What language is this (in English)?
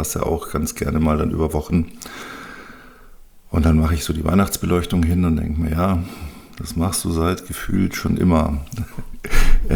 German